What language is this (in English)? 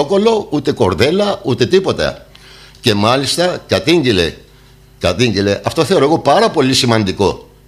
Greek